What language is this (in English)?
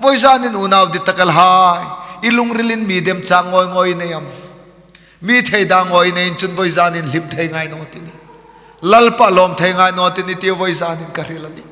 Hmar